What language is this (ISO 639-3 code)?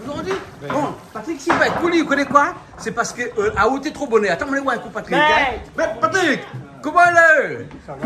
rcf